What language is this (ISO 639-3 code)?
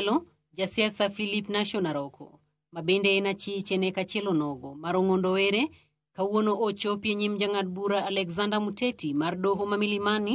luo